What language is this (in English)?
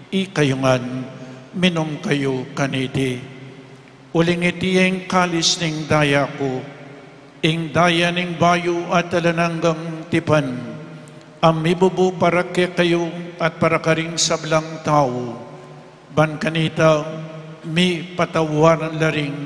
Pampanga